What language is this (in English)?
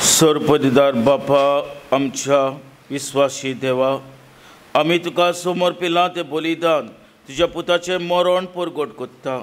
Konkani